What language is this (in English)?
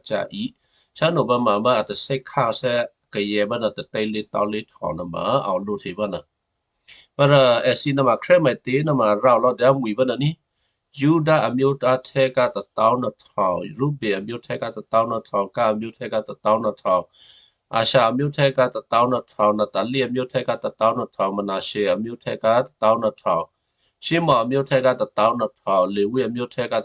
Western Kayah